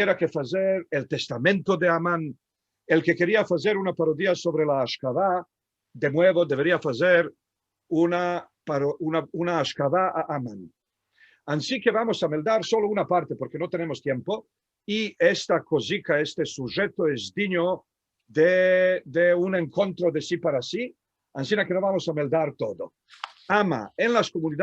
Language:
Ladino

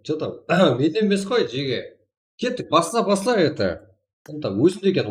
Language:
Kara-Kalpak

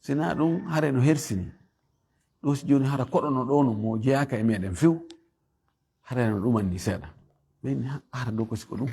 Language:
Fula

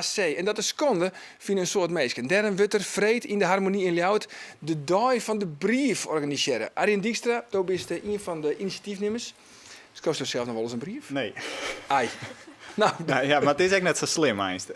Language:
Western Frisian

